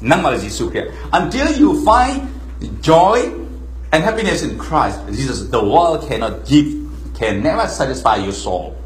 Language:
Falam Chin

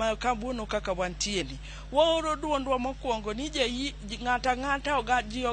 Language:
Luo (Kenya and Tanzania)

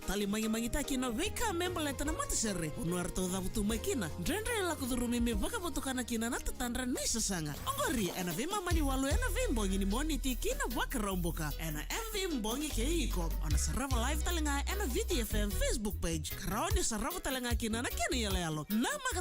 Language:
Fijian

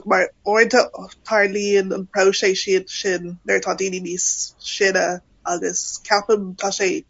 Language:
Irish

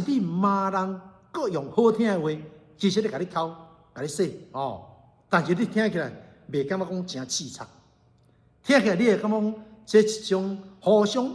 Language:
Min Nan Chinese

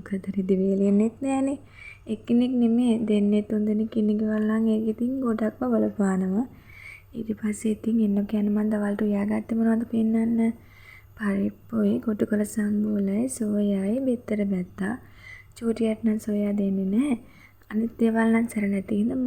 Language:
Sinhala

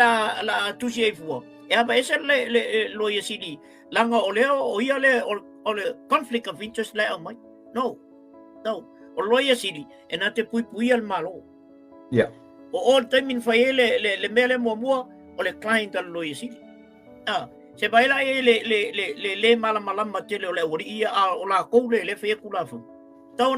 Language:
Samoan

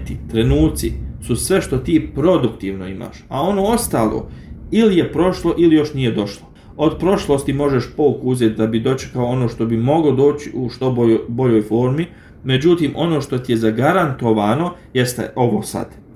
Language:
Bosnian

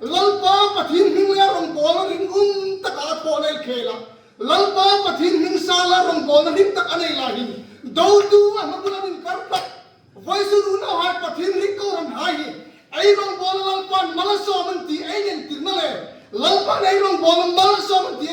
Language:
Hmar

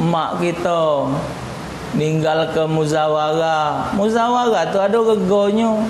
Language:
Musi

